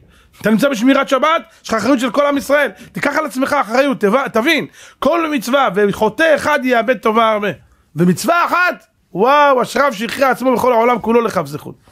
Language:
Hebrew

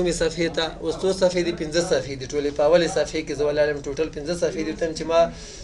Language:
Pashto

